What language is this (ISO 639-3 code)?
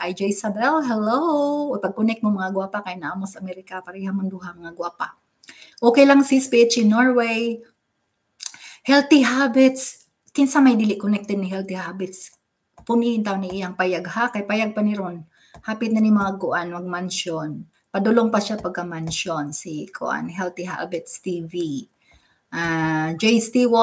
ceb